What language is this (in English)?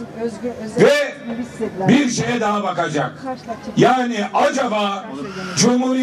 Turkish